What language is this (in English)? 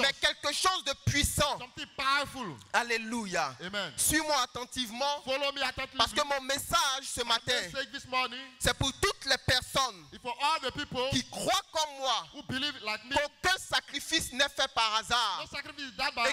French